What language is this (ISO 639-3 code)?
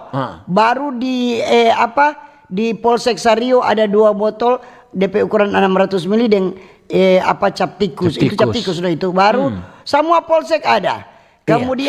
xmm